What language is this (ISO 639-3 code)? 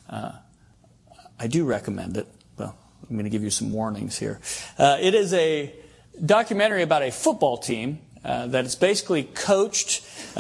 eng